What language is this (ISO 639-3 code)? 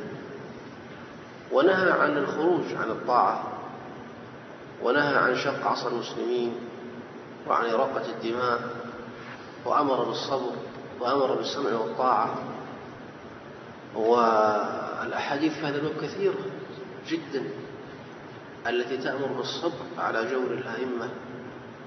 ara